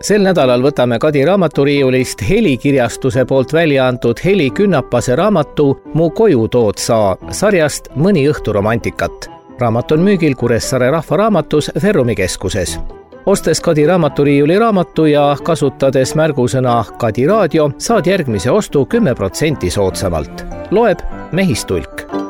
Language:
Estonian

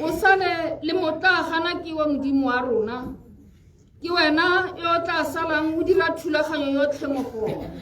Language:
Tswana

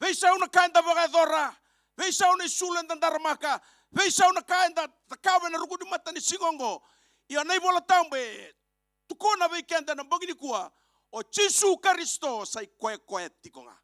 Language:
Fijian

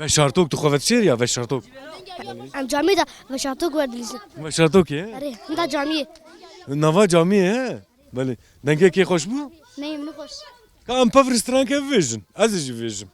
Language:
Kurdish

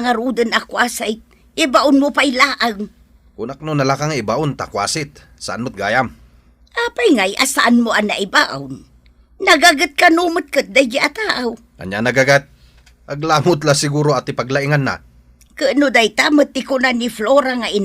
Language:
Iloko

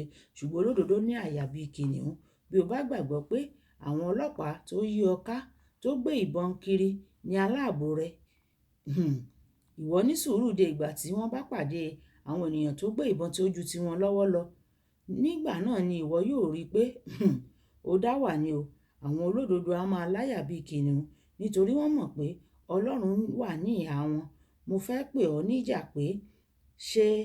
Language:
Yoruba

